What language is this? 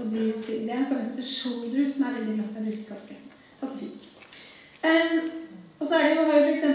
Norwegian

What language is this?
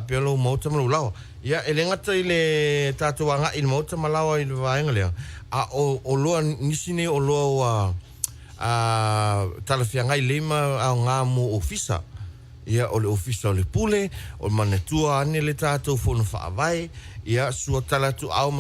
Samoan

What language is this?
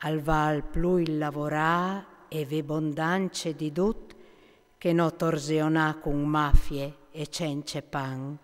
Friulian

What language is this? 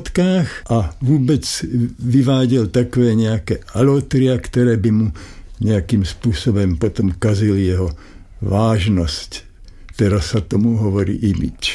Slovak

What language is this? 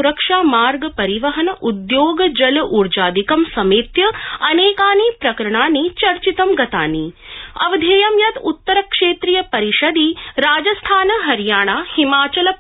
Sanskrit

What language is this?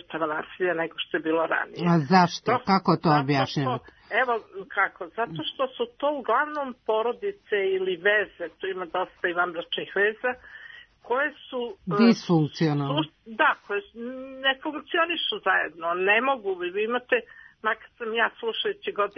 Serbian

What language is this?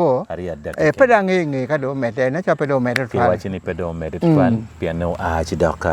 Acoli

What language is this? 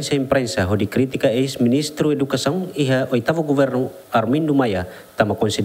Tetum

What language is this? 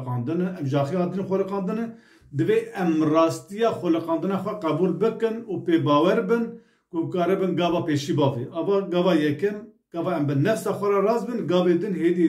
Kurdish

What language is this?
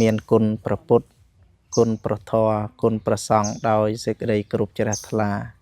Khmer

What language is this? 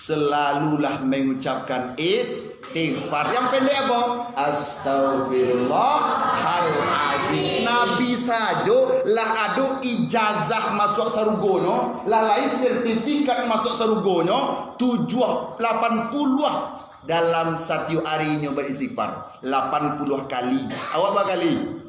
Minangkabau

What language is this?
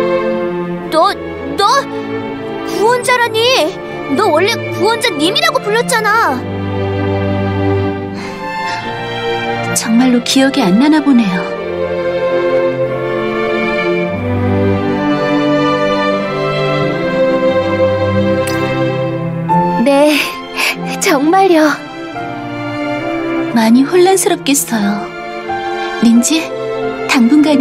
Korean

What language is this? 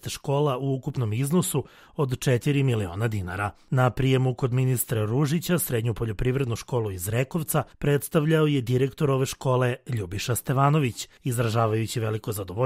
Serbian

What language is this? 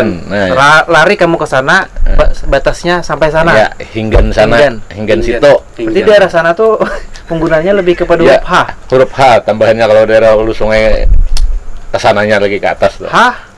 Banjar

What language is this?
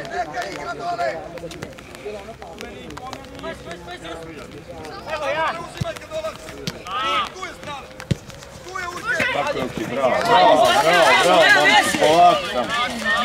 Serbian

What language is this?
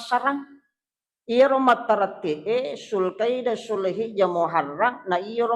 Buginese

